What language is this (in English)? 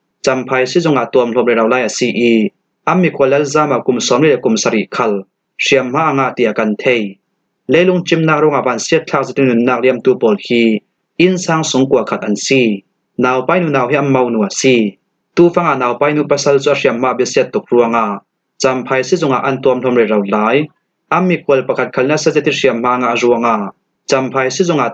Falam Chin